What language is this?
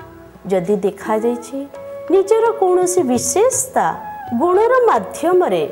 Odia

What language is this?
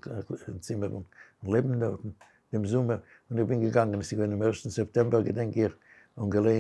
Yiddish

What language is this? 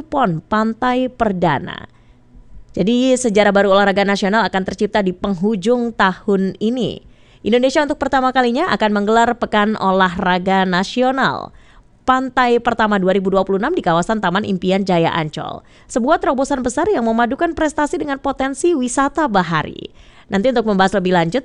Indonesian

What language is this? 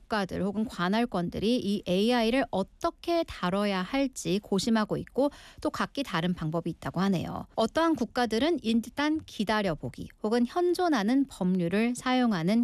Korean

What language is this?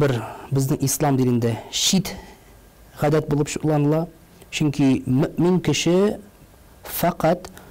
Tatar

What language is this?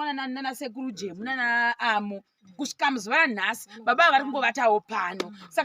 Shona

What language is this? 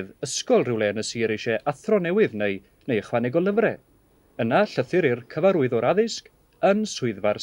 Welsh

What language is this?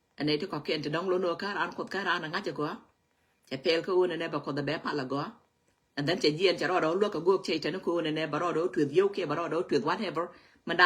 Nuer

